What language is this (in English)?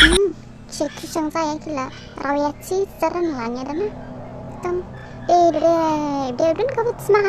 Dimasa